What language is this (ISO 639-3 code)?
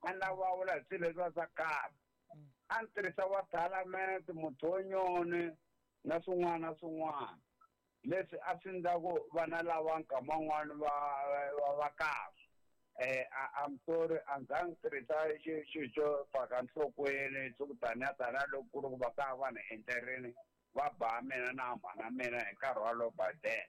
tso